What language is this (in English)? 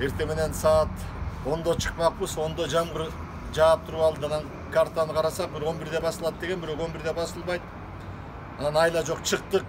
Kyrgyz